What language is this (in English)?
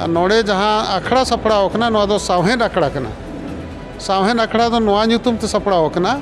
Santali